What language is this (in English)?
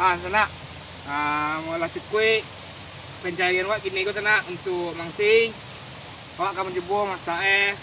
Minangkabau